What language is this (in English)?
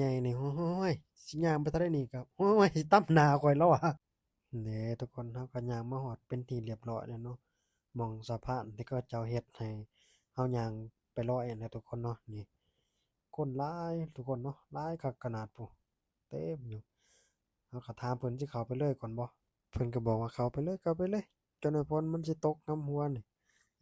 Lao